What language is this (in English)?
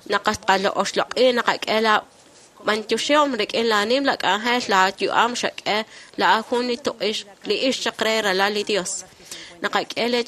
Kekchí